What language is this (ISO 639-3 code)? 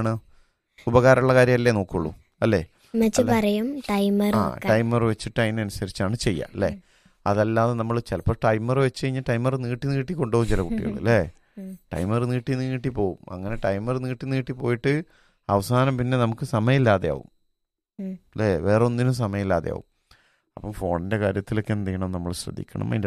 mal